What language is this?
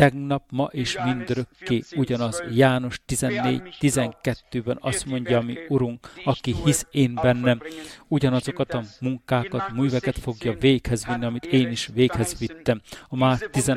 Hungarian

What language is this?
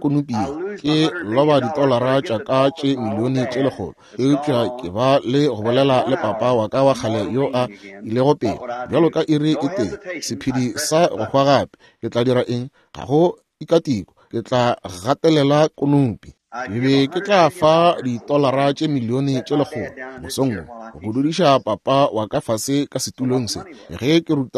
Northern Sotho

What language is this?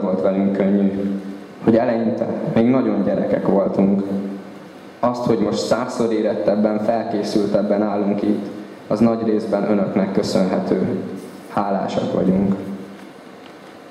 Hungarian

